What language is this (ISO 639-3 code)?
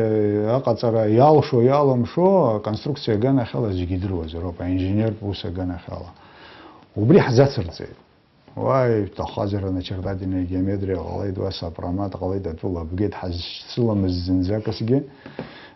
abk